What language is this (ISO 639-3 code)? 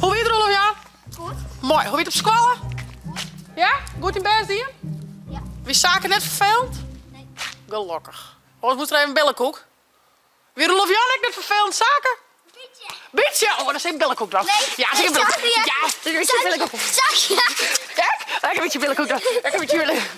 fry